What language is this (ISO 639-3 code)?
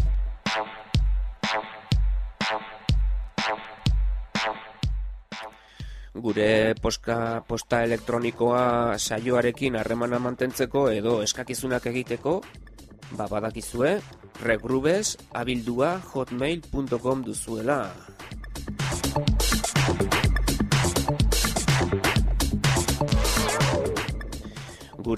eus